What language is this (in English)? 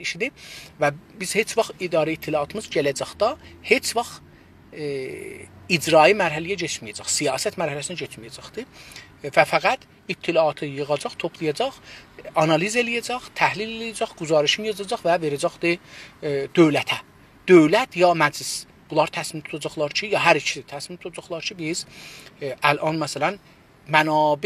South Azerbaijani